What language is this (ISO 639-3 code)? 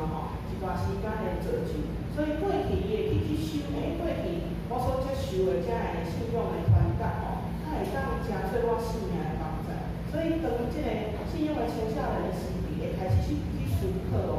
nan